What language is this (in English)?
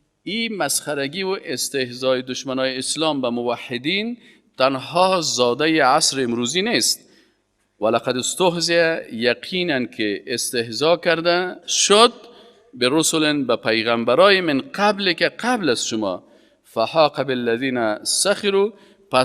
Persian